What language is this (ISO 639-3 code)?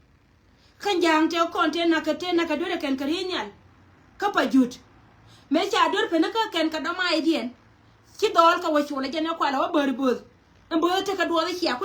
nus